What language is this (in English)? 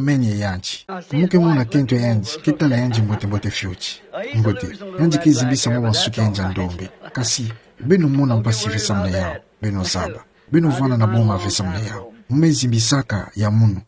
Kituba (Democratic Republic of Congo)